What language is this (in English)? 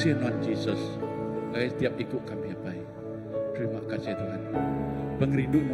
Iban